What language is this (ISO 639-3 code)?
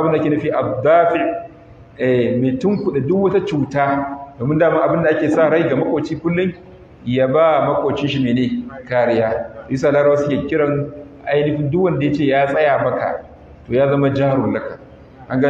hau